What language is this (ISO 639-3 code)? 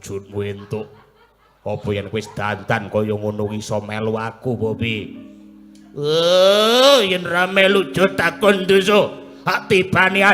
jav